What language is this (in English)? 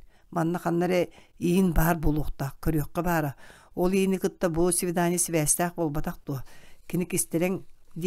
Yakut